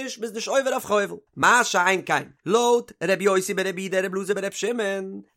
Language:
Yiddish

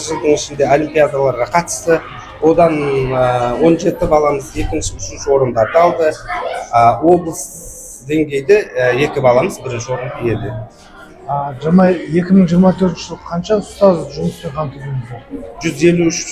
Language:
Kazakh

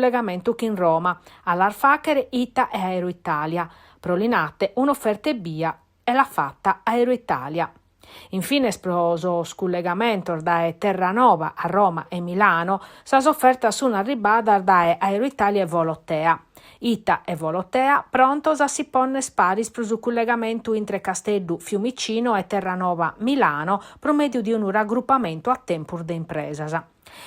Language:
Sardinian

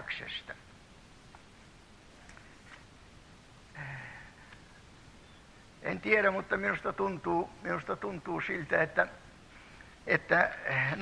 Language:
Finnish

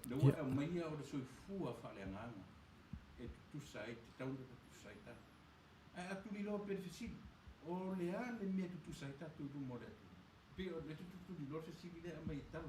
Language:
Samoan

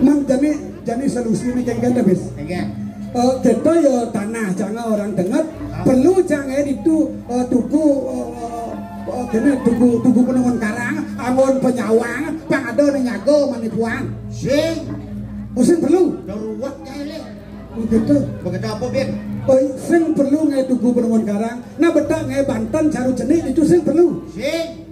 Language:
Balinese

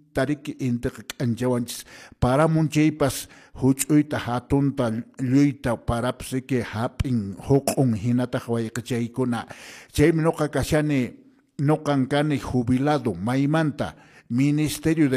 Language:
Quechua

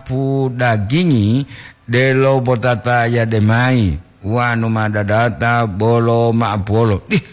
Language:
Gorontalo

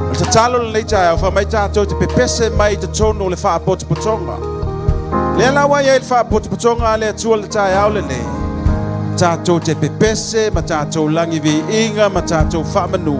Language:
Samoan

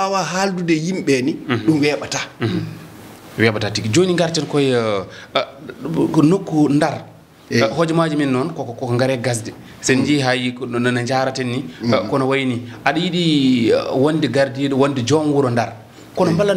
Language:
Fula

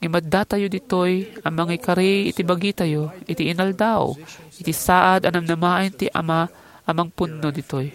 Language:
Iloko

